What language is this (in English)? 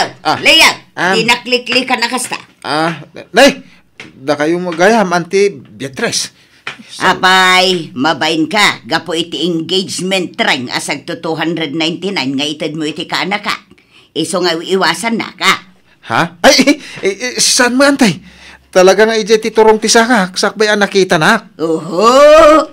Iloko